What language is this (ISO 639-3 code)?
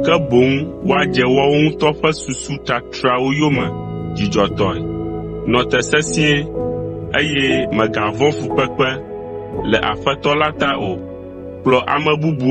ewe